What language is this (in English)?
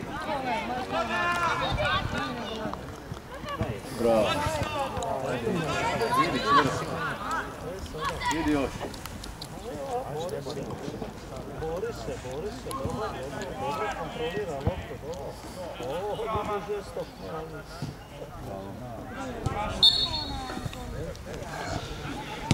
Croatian